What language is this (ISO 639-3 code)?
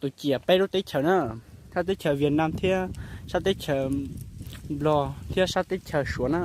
hmn